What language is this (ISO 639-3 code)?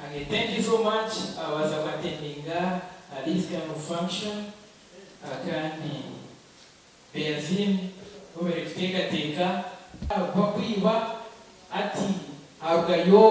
nyn